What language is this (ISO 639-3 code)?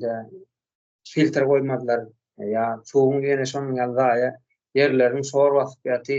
tuk